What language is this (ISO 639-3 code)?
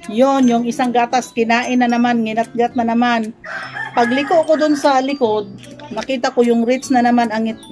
fil